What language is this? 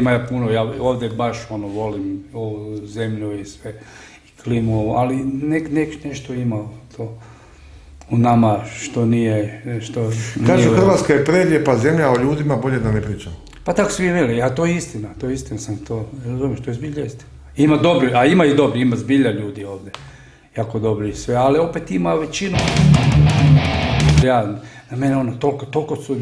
Croatian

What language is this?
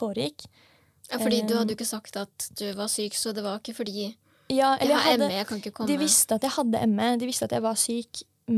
Norwegian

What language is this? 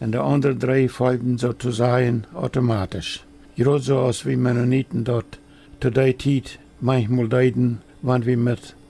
Plautdietsch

